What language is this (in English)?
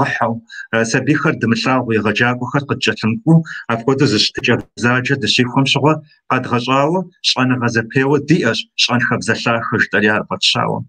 Kabardian